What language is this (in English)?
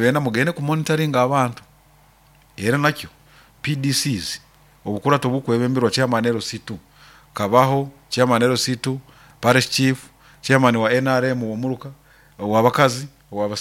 Nyoro